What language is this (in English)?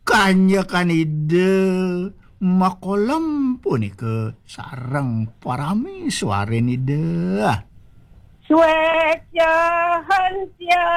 Balinese